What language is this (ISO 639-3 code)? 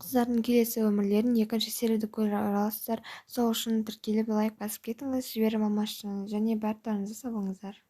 kaz